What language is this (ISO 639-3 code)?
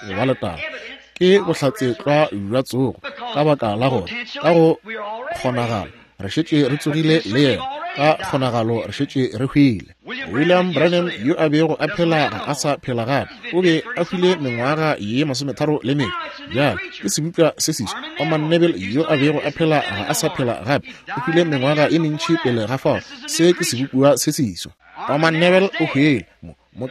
nso